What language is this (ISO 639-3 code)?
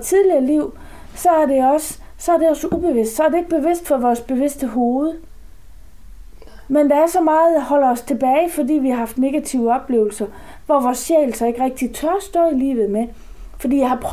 dan